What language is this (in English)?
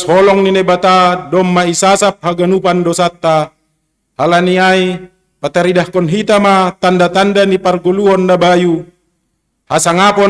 Batak Simalungun